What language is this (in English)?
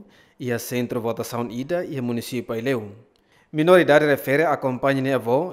Tetum